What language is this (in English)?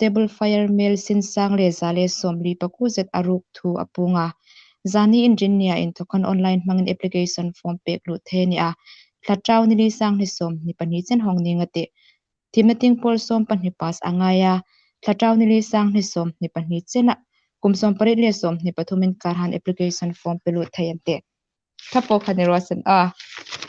Hmar